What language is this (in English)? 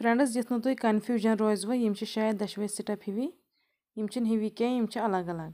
Kashmiri